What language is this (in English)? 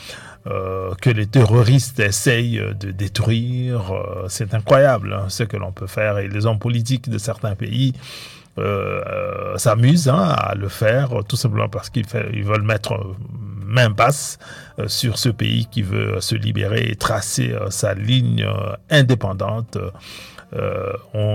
French